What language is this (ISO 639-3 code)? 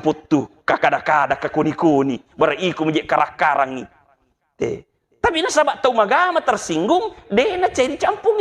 bug